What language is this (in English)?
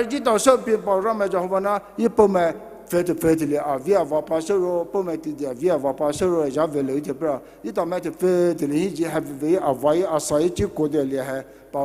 Poumei Naga